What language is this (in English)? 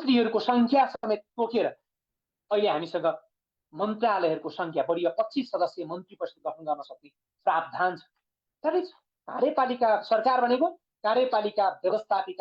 Nepali